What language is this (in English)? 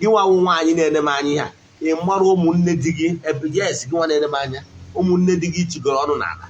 Igbo